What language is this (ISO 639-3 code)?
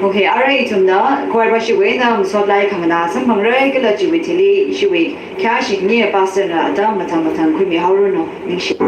nmf